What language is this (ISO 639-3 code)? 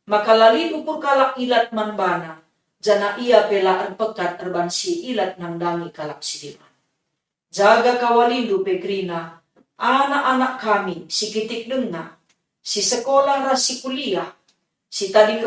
btx